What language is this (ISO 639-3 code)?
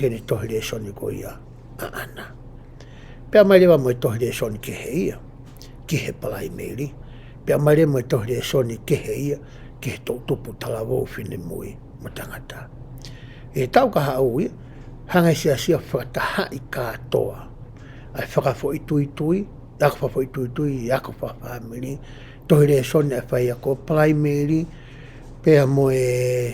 ton